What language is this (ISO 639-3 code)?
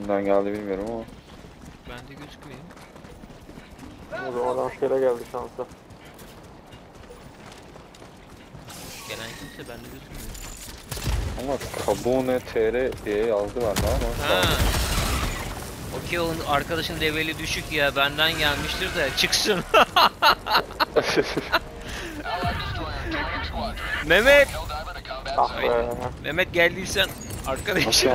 tur